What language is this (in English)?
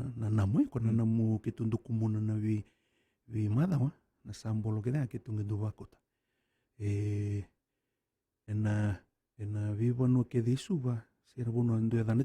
Fijian